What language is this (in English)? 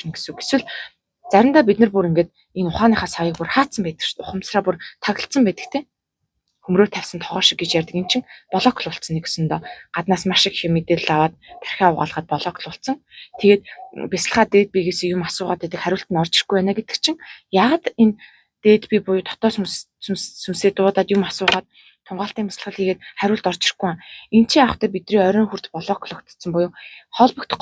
Mongolian